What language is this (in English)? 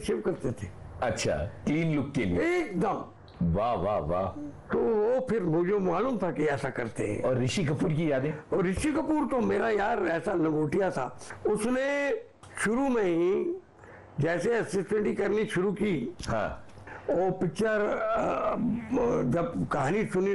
Hindi